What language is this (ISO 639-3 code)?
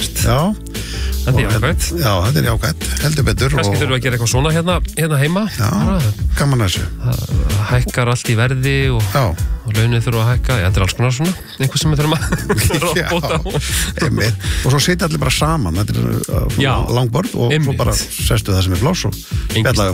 isl